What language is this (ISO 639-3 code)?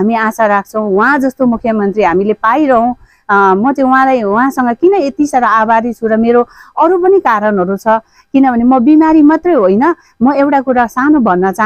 nep